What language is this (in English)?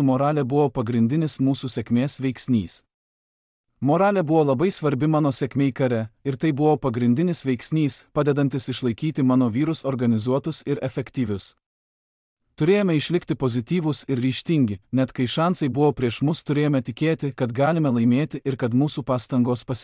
Lithuanian